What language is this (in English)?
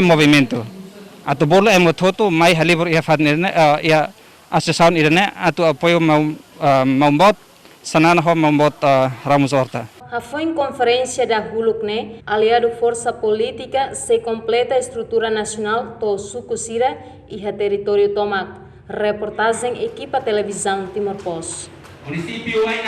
Tetum